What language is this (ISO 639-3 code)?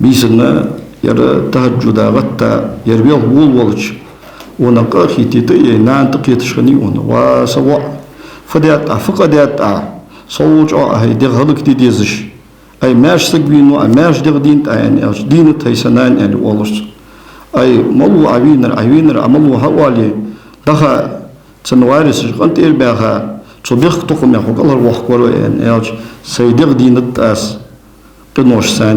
inh